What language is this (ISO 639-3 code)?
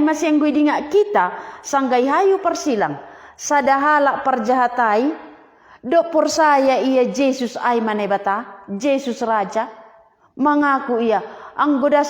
bts